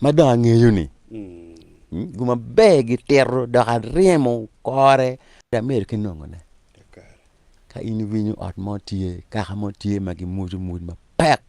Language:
Acoli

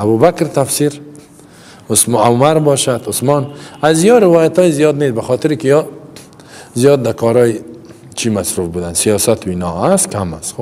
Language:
Persian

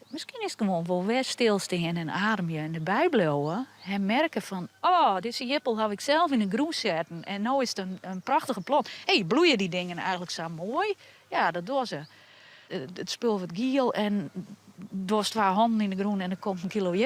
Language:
Western Frisian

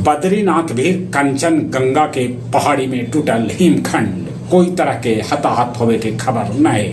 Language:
Magahi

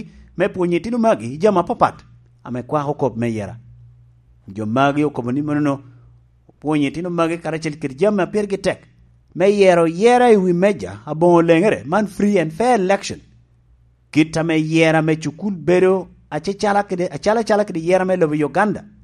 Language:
Lango (Uganda)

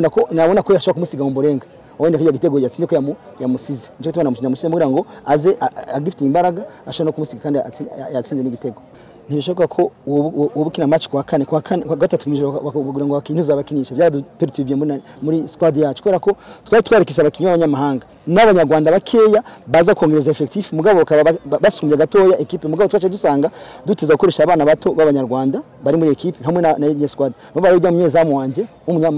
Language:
Kinyarwanda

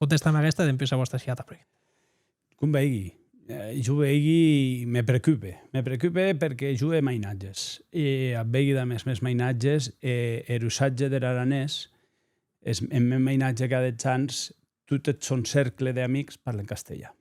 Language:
Occitan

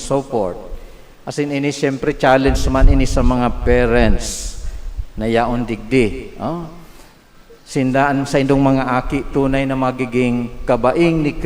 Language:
Bikol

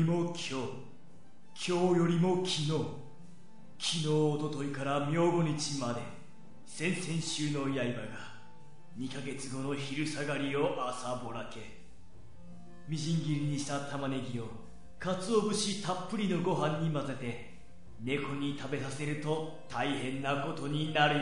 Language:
Japanese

